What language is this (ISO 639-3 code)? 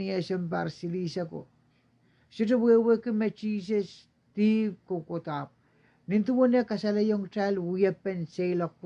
pon